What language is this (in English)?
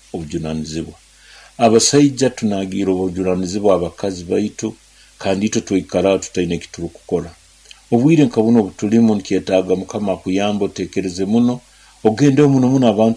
Nyoro